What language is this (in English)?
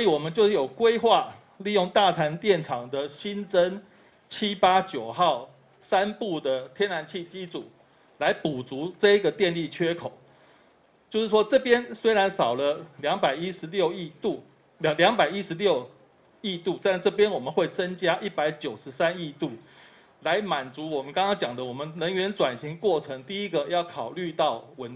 Chinese